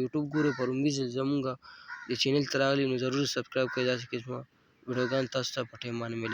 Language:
Pashto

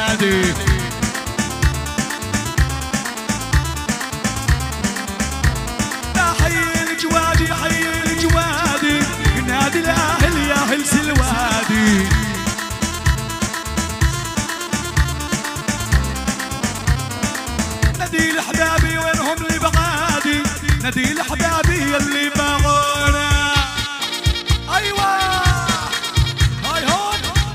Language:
South Levantine Arabic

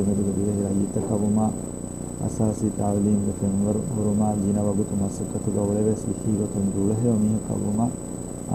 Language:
Divehi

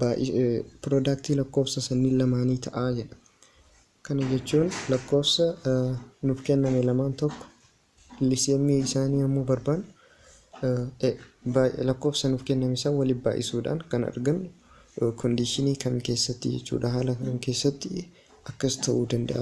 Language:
Oromo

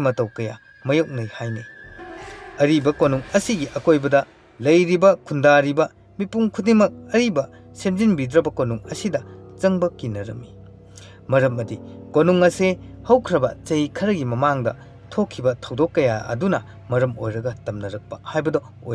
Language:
Manipuri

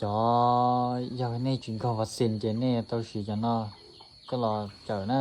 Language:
Hmong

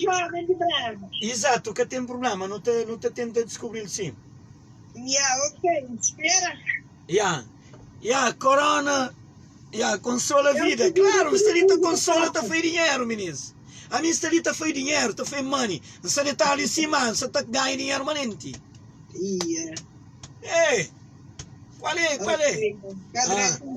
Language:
Kabuverdianu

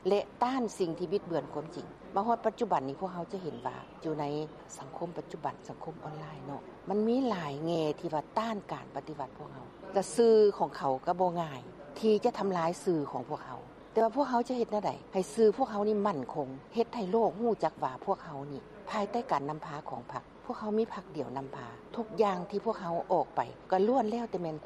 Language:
Lao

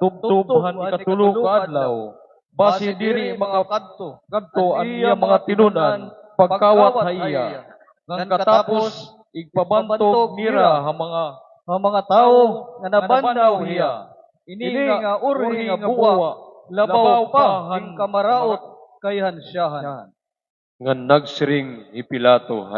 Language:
Waray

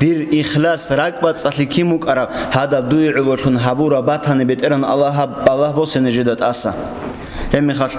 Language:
Avaric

